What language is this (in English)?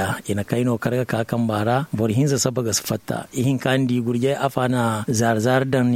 Zarma